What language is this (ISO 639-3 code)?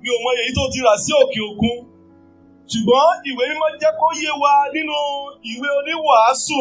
yor